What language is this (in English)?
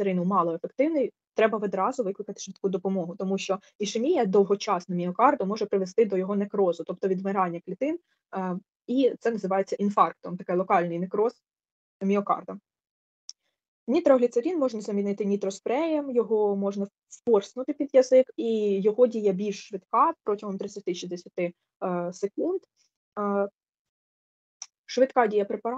Ukrainian